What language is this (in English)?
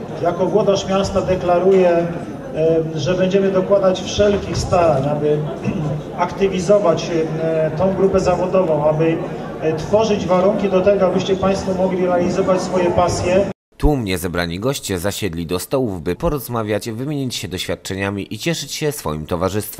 Polish